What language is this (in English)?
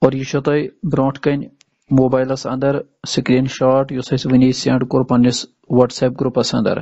Kashmiri